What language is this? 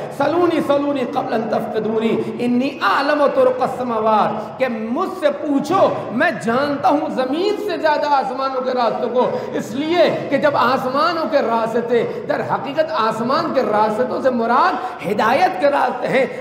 Urdu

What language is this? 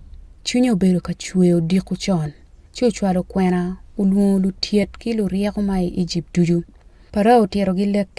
Acoli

